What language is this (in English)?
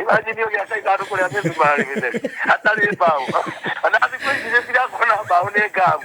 Kikuyu